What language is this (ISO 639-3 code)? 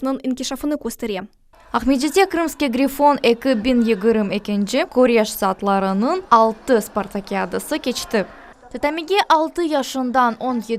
crh